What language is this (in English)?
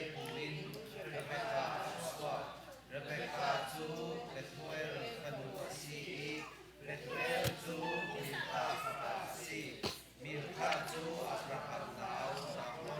Falam Chin